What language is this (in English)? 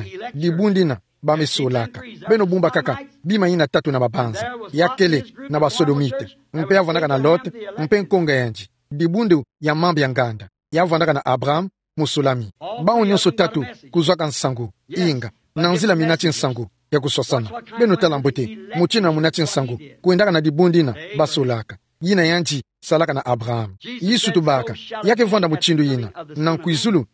Kituba (Democratic Republic of Congo)